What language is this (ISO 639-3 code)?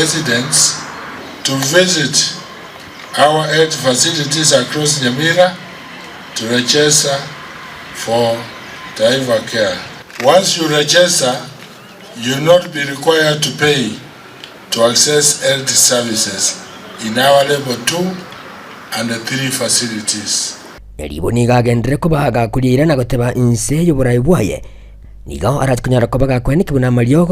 guz